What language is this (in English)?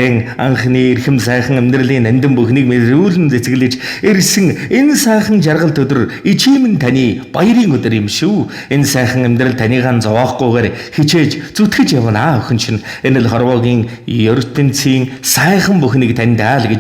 Mongolian